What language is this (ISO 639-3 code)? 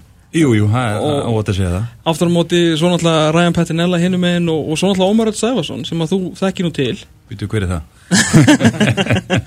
isl